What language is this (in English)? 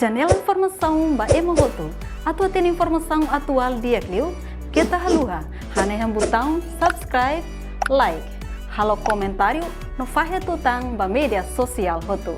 Tetum